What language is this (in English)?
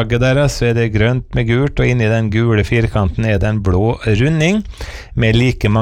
Norwegian